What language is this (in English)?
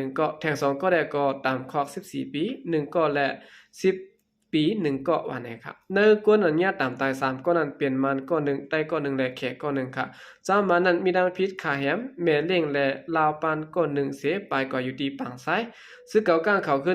Shan